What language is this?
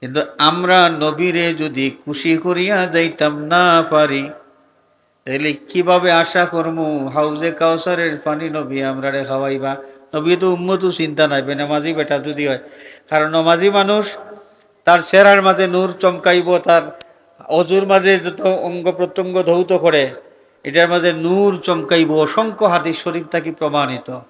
Sylheti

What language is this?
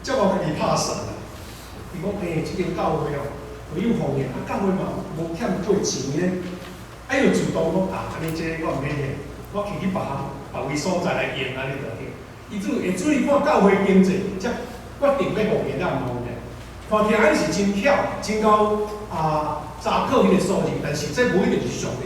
Min Nan Chinese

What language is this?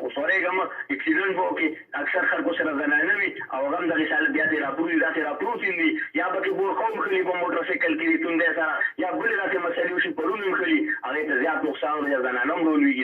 Pashto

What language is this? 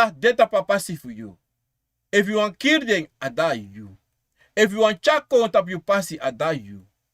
Sranan Tongo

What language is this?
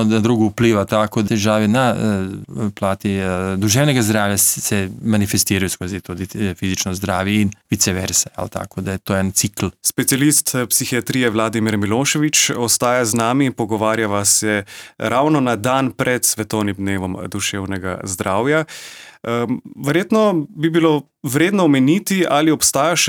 Slovenian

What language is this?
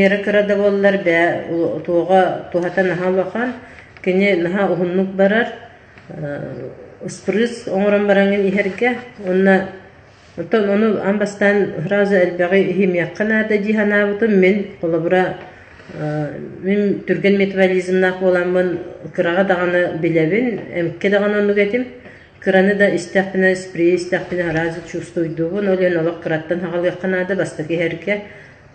Yakut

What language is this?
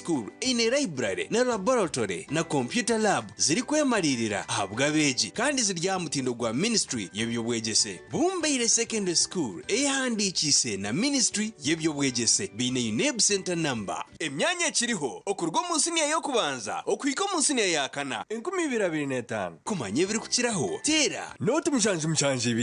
Nyankole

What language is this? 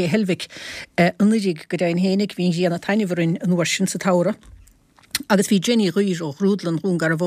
Irish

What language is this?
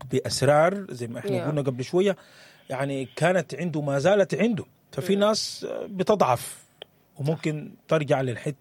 Sudanese Arabic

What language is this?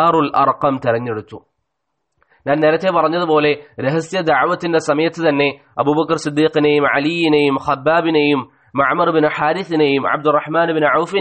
Malayalam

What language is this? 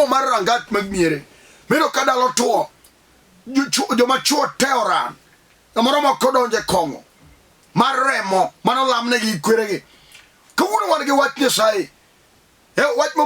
Luo (Kenya and Tanzania)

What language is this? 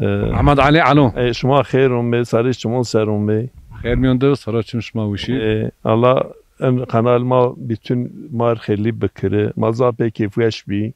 Zaza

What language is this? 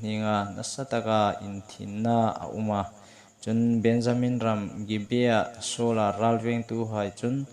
Hmar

